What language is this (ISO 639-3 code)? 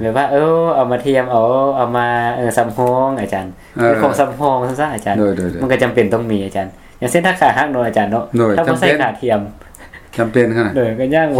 lao